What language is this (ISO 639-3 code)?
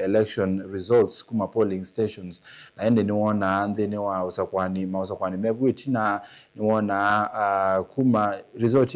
kam